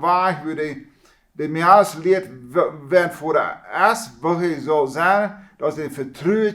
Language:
Plautdietsch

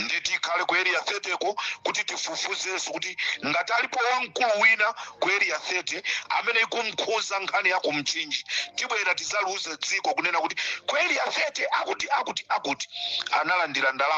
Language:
Nyanja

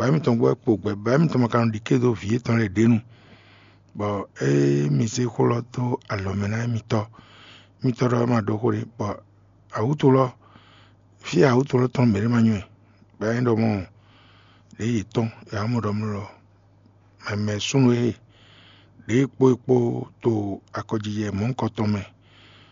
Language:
Fon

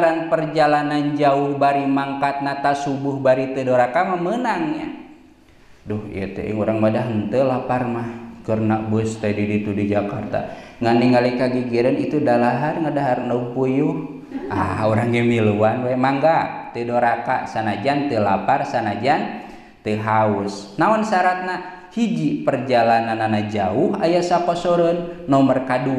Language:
Sundanese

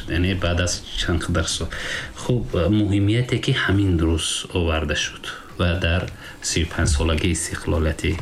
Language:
Tajik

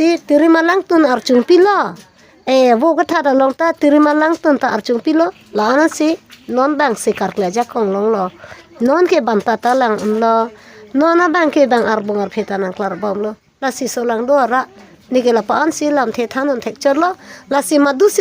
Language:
Karbi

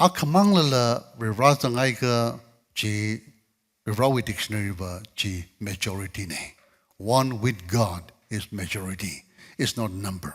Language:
Tangkhul Naga (India)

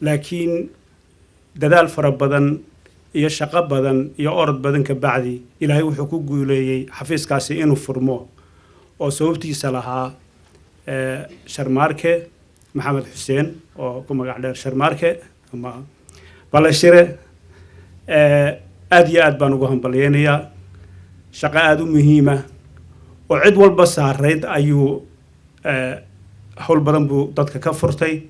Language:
Somali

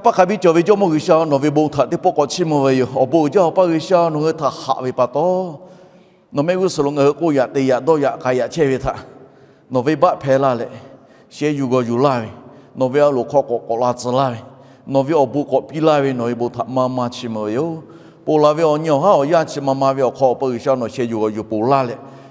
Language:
Lahu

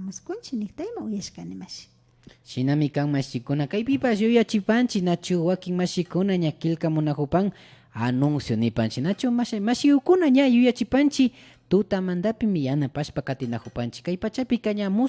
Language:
Imbabura Highland Quichua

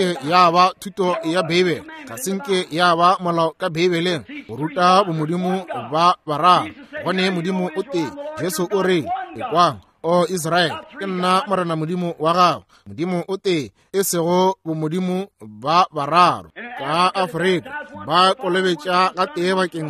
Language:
Northern Sotho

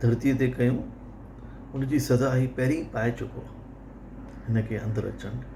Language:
Sindhi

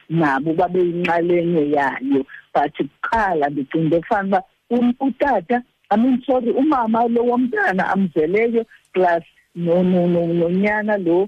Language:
Xhosa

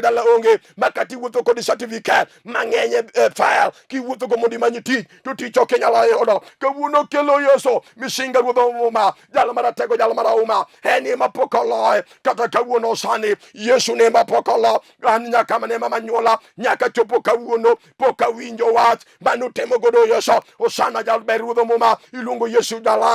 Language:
Luo (Kenya and Tanzania)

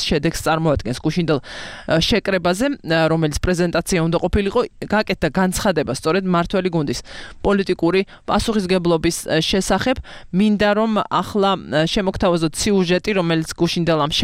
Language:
Georgian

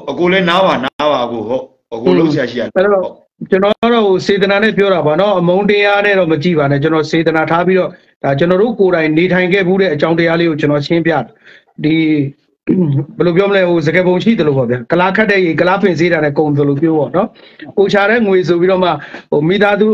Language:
Burmese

